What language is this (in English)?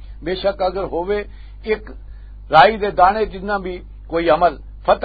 Western Panjabi